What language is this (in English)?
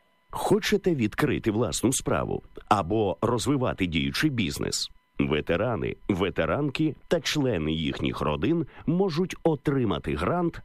Ukrainian